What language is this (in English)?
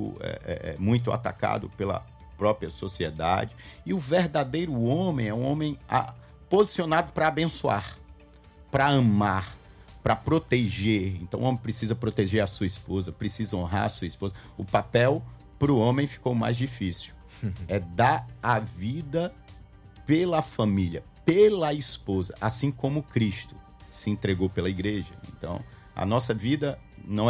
Portuguese